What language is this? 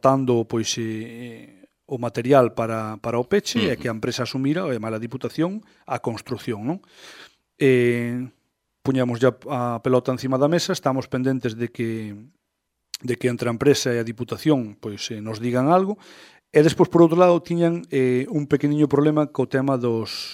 Galician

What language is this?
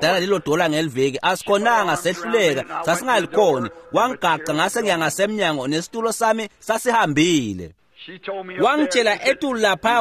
Swati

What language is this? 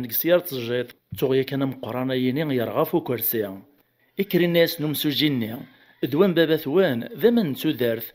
Kabyle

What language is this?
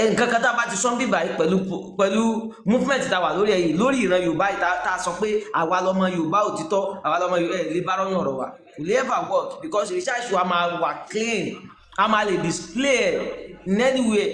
Yoruba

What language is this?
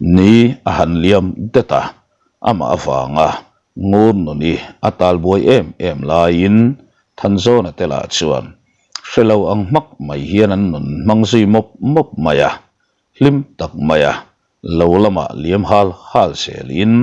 Mizo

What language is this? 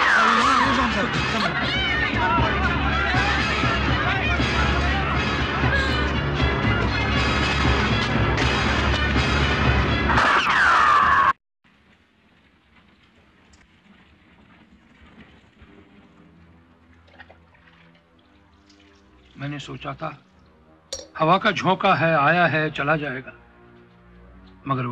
Hindi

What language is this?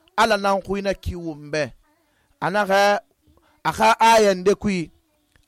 Susu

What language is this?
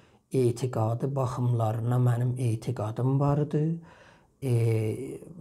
South Azerbaijani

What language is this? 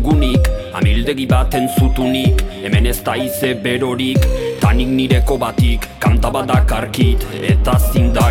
Basque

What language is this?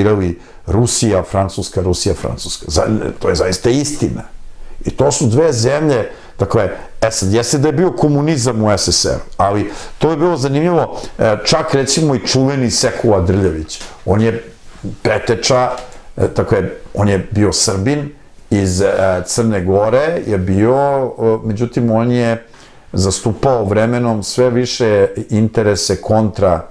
Serbian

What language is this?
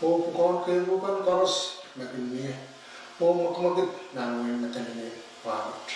Pohnpeian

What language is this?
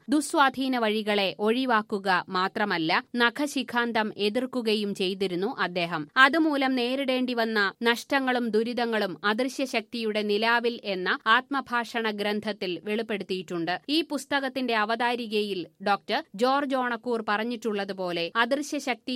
Malayalam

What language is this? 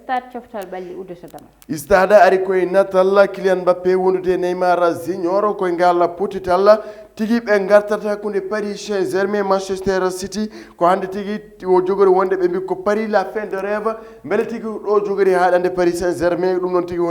Fula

